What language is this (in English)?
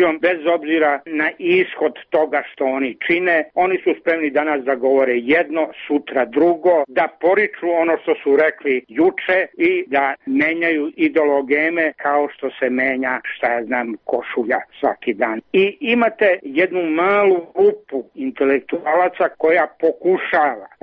Serbian